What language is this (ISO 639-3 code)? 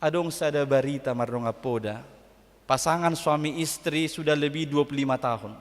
bbc